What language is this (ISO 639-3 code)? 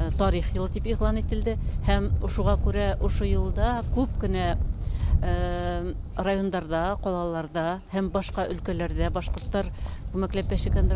bak